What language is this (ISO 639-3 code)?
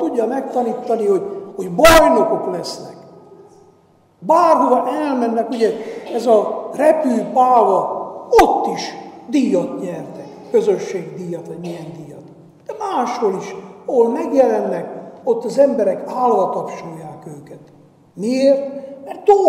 hun